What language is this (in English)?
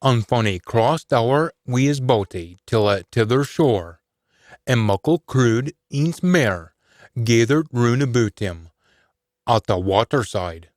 Scots